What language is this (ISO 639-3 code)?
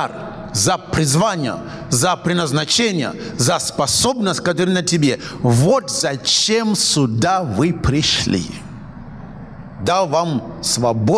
rus